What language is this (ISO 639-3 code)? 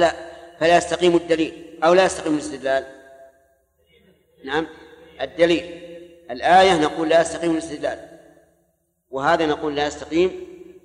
ara